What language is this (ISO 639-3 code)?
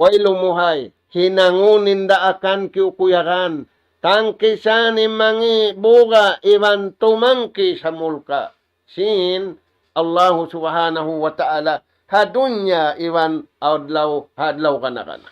tsg